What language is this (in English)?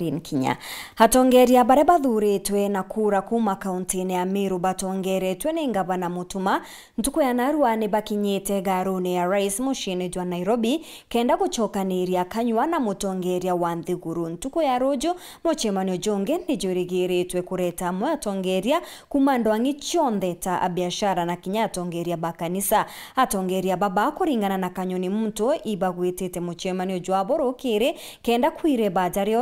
Meru